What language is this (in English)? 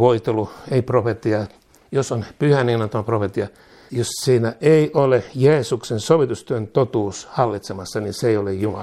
Finnish